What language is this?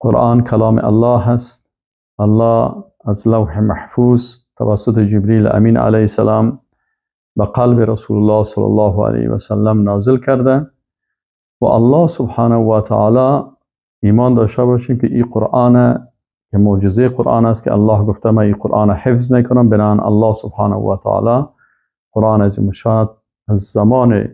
Persian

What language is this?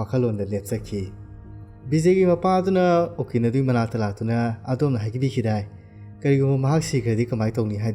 Manipuri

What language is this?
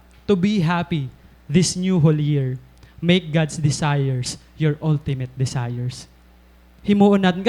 Waray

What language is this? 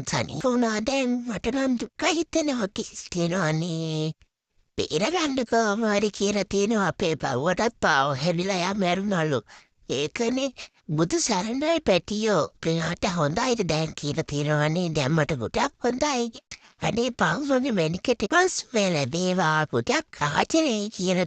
Sinhala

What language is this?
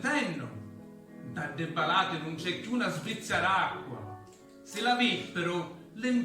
Sicilian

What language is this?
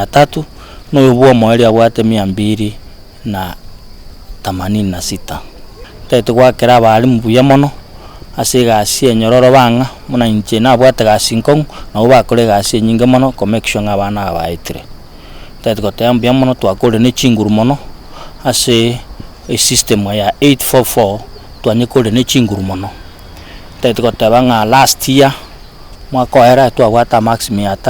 Gusii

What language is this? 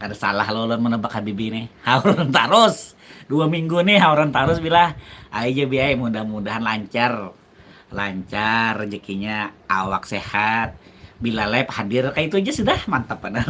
Banjar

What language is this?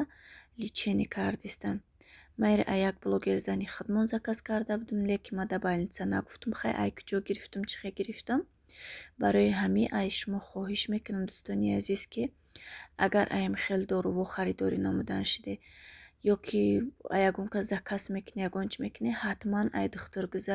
Tajik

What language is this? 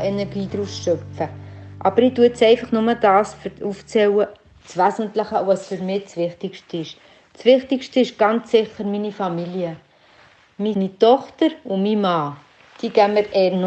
Swiss German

